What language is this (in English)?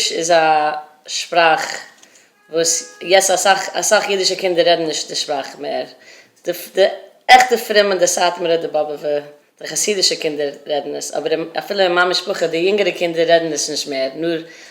Yiddish